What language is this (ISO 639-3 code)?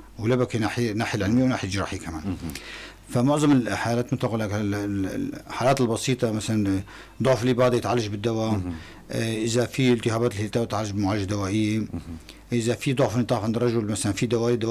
apc